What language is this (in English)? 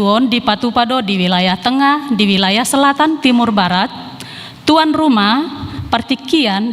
Batak Toba